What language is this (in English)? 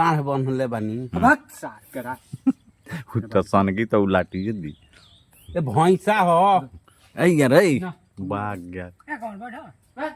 Bhojpuri